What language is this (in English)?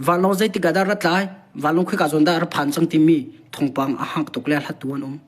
Hakha Chin